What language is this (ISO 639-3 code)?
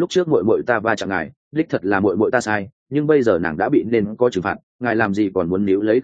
vie